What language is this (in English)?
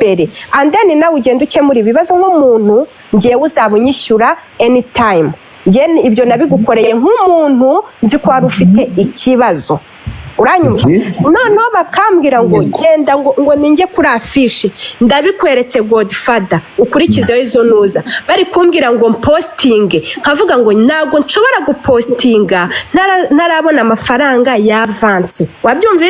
Kinyarwanda